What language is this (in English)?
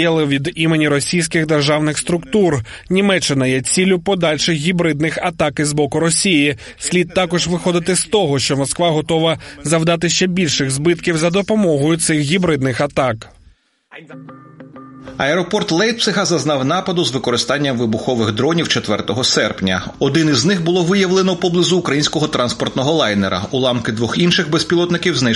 Ukrainian